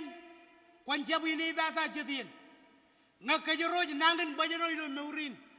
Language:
Marshallese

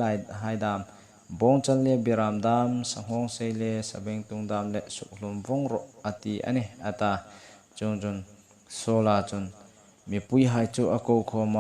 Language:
Hmar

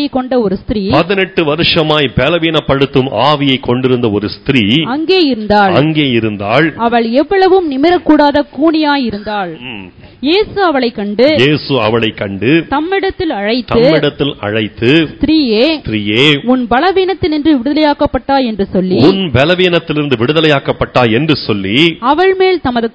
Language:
Tamil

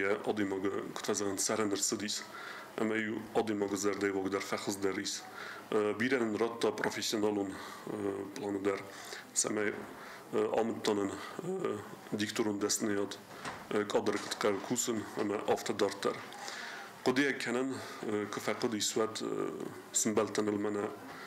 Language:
Ossetic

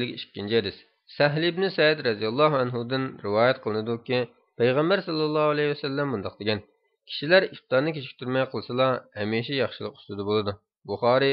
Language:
Uyghur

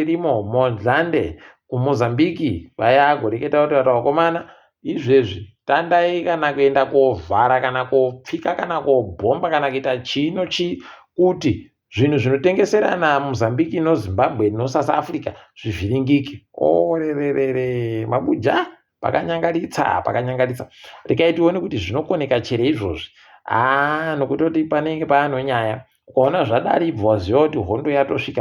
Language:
Ndau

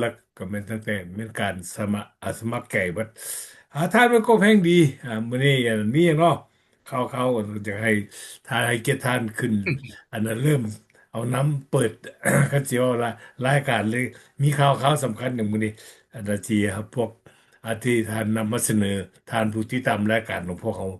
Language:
Lao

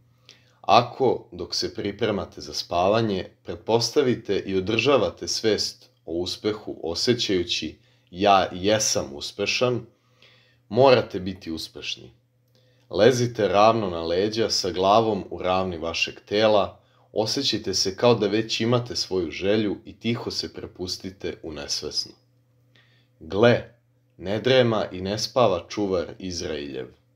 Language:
Serbian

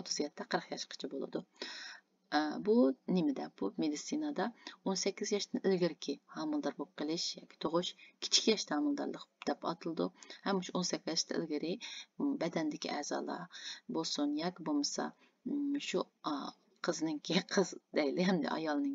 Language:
Uyghur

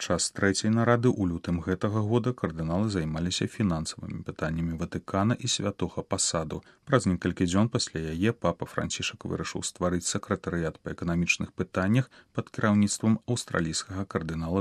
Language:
Belarusian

